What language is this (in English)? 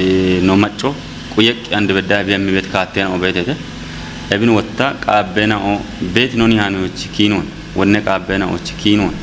Kafa